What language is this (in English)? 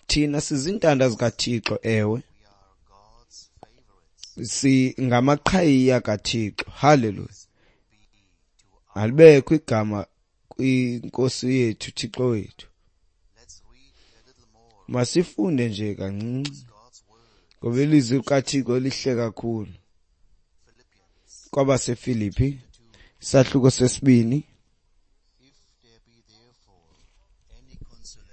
Xhosa